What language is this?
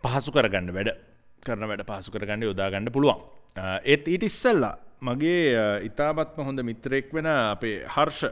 Sinhala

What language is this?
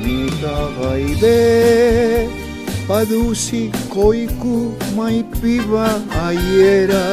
Papiamento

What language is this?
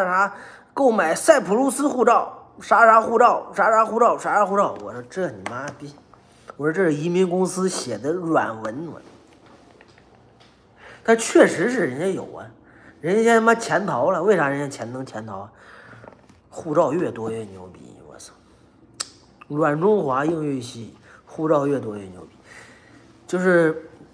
Chinese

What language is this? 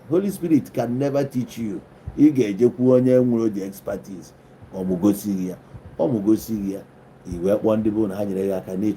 Igbo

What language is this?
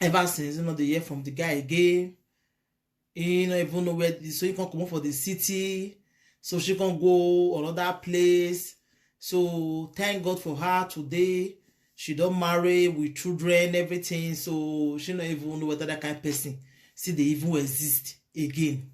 Nigerian Pidgin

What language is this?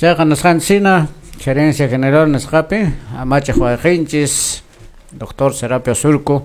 Quechua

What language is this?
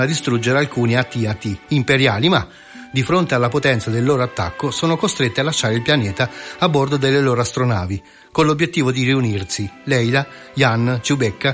Italian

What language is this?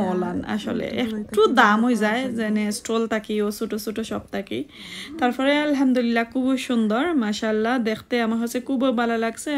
Sylheti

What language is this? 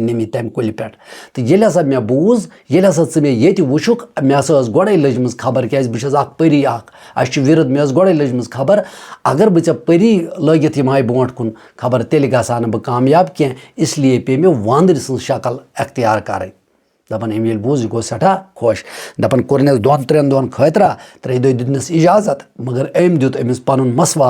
Kashmiri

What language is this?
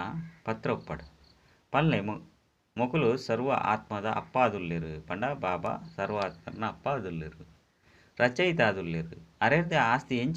Tulu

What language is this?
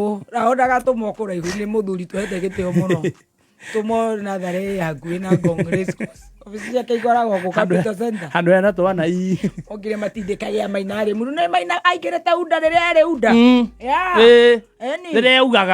Kikuyu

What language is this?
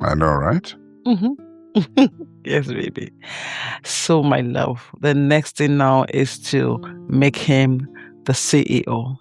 Nigerian Pidgin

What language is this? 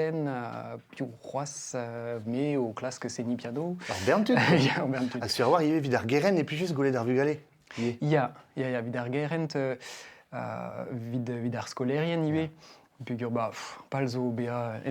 Breton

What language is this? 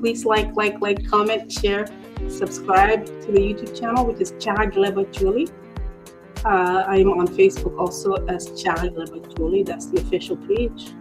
Acoli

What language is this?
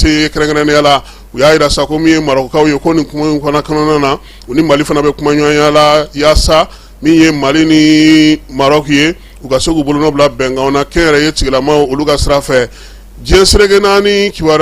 Bambara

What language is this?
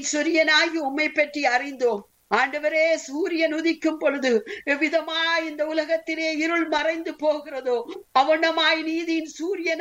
Tamil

